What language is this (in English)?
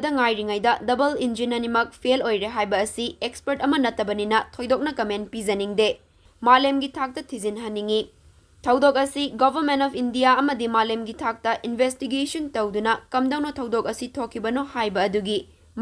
Manipuri